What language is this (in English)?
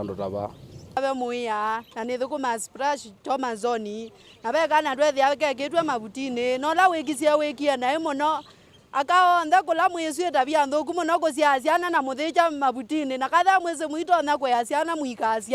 Kamba